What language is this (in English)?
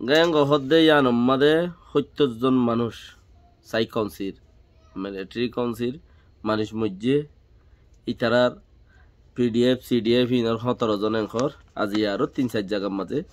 Rohingya